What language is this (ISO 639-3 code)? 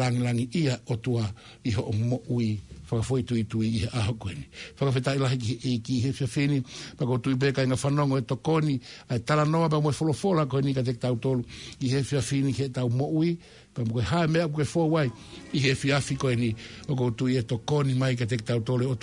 ton